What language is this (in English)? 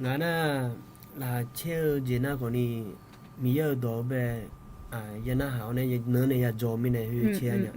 Akha